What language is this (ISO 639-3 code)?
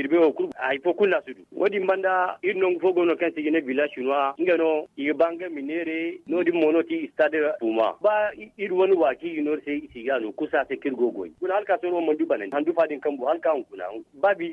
dje